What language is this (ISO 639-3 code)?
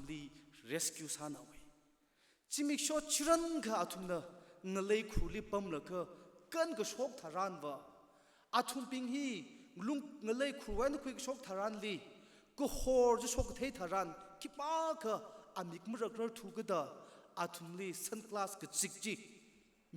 nmf